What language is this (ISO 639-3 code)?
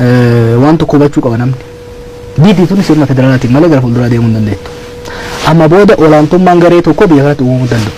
orm